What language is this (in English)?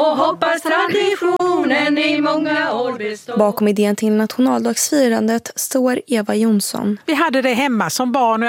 Swedish